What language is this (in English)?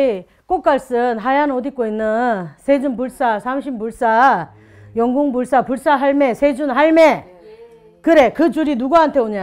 Korean